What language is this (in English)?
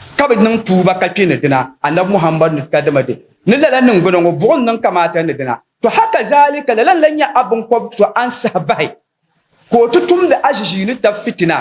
Dagbani